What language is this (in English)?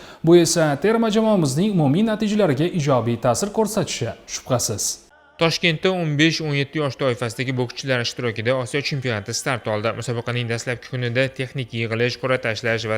Uzbek